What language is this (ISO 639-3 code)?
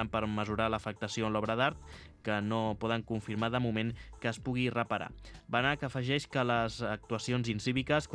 cat